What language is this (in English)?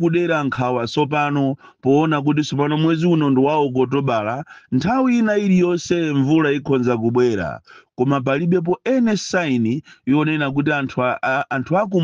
Nyanja